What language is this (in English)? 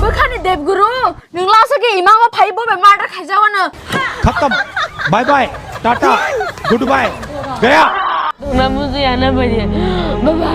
Kok Borok